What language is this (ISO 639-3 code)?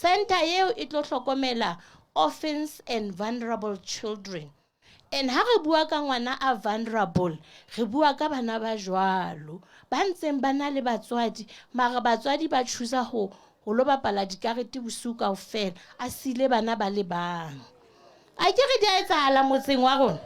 sot